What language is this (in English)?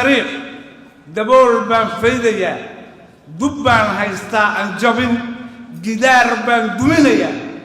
Somali